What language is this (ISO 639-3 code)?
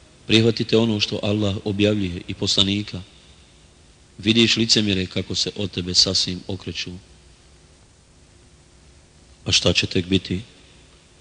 bos